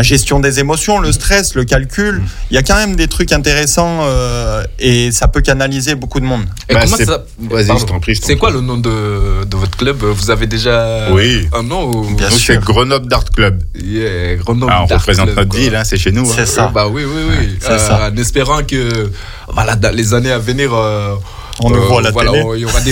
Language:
French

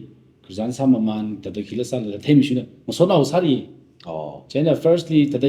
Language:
Tangkhul Naga (India)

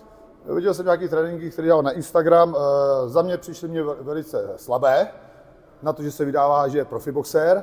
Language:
Czech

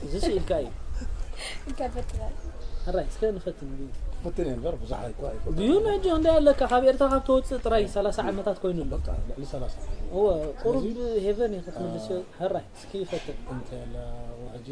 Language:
Tigrinya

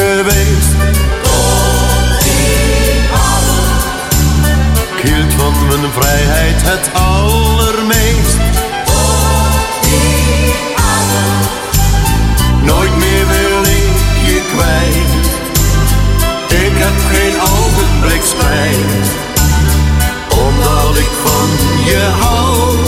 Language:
Dutch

